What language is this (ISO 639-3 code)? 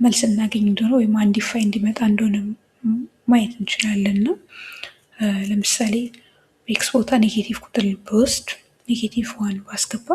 amh